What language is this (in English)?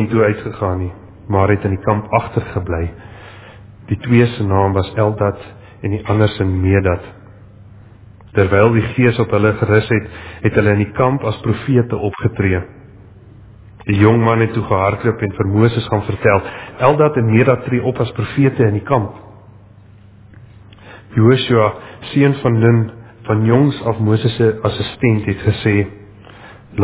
Afrikaans